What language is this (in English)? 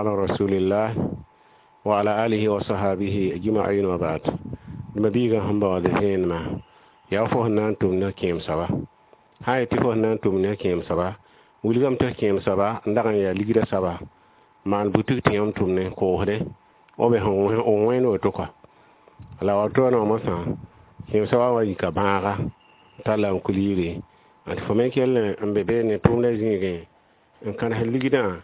Mossi